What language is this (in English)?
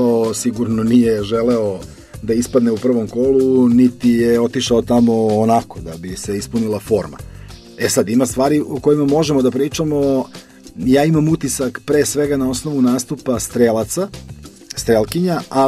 Serbian